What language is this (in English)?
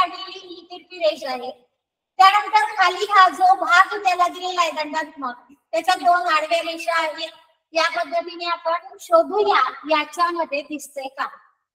Marathi